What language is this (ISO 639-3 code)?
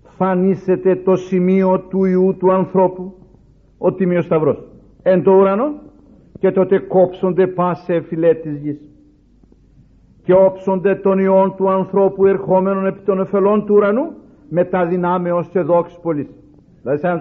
ell